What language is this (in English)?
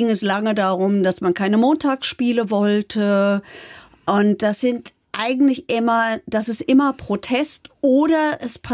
German